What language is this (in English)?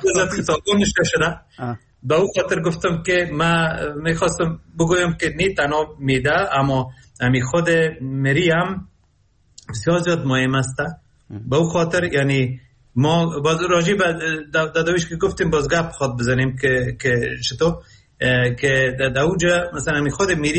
Persian